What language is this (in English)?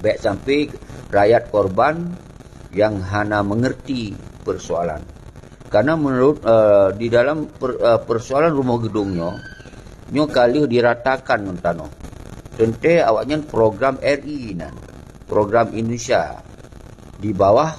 Achinese